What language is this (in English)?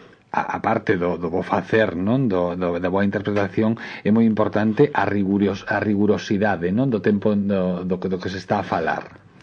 Galician